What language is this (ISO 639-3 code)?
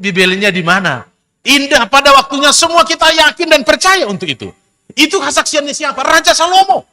bts